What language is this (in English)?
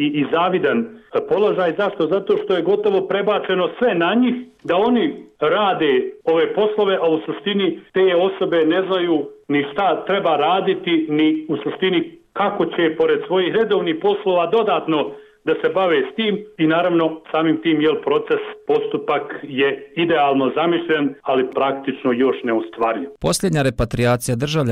Bosnian